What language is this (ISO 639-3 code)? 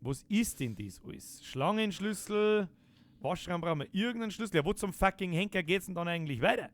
bar